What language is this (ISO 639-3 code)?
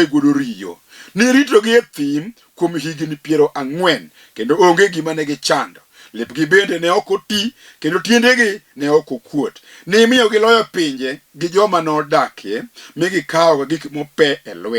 luo